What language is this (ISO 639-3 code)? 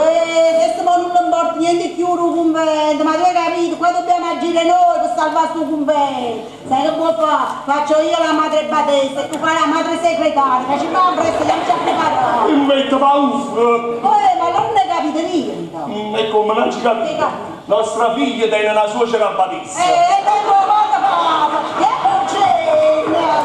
nap